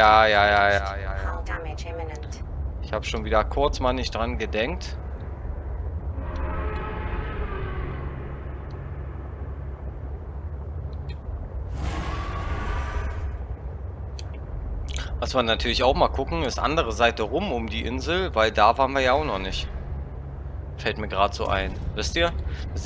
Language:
German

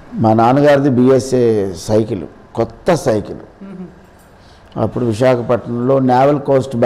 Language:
Telugu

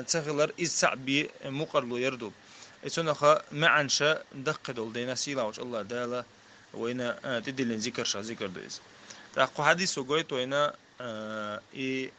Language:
Chechen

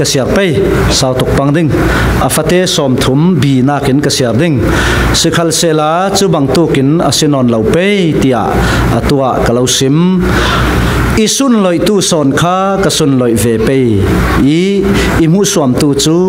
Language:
Falam Chin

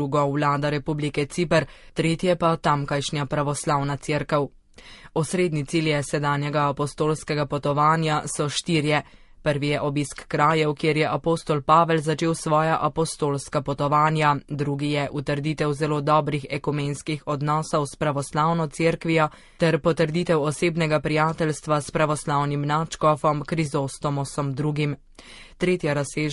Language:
Slovenian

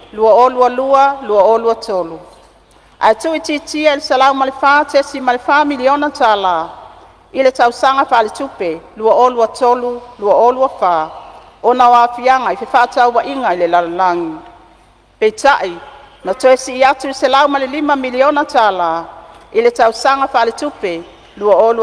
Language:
Samoan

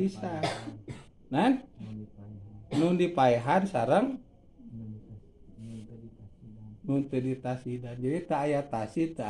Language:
Sundanese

